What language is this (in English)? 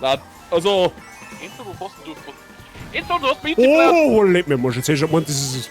Bavarian